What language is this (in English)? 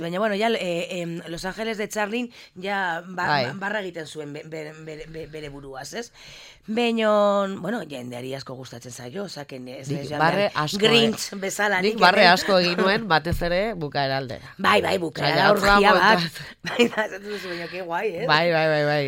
Basque